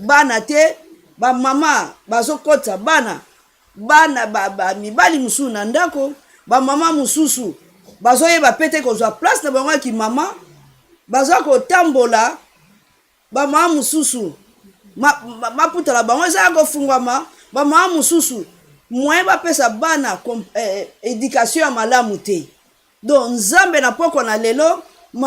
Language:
Lingala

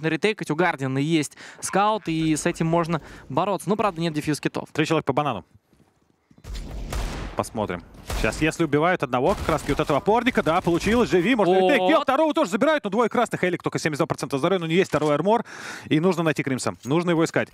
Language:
Russian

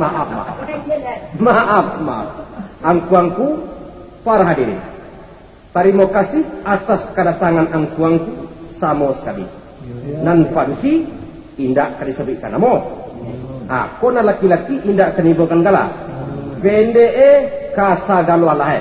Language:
Minangkabau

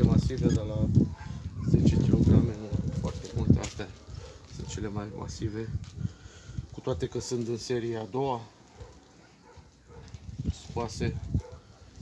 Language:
Romanian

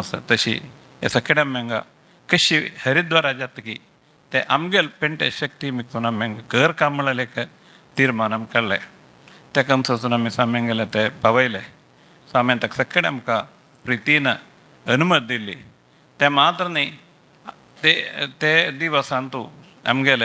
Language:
Konkani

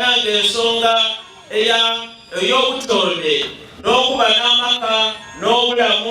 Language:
Ganda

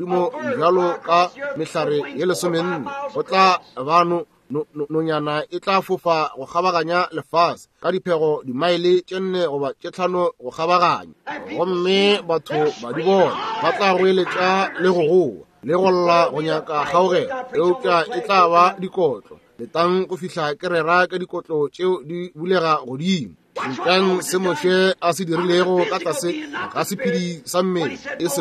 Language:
Northern Sotho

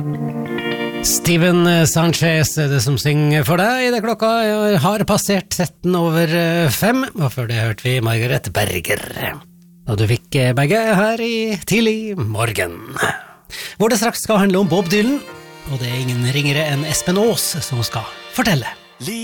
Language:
Norwegian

